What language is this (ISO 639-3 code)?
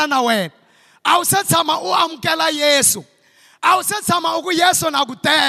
tso